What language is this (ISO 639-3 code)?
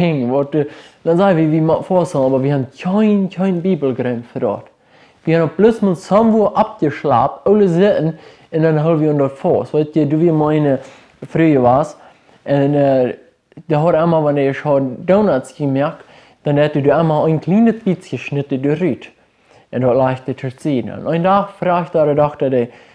pdt